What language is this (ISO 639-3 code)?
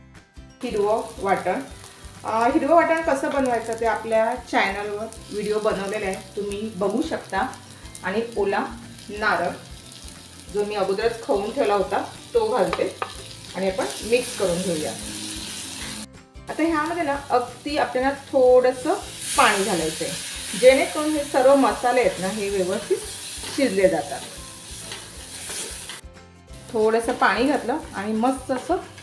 mar